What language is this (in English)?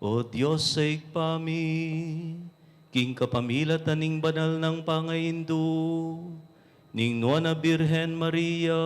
Pampanga